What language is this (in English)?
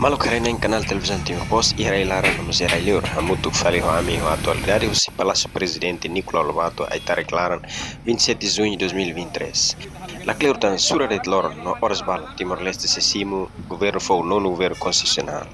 Tetum